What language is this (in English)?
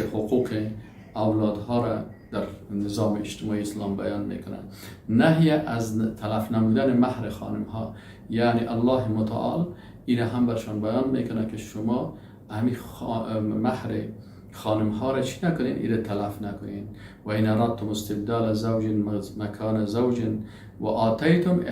Persian